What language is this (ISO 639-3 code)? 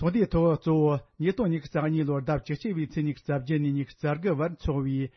bod